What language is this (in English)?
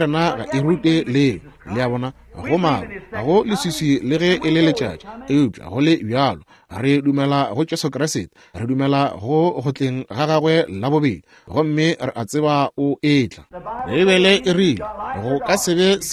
Northern Sotho